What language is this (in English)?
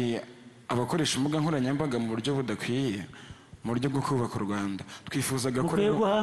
Kinyarwanda